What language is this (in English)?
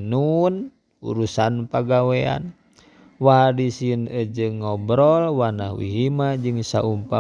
Sundanese